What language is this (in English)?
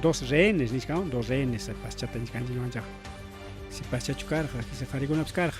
Ayacucho Quechua